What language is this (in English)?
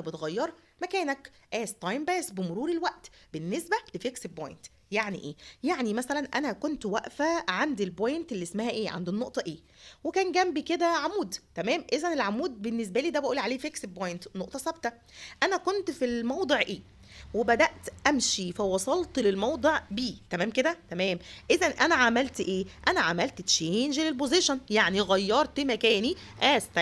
Egyptian Arabic